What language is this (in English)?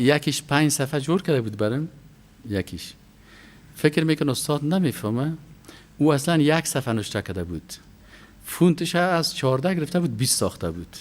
Persian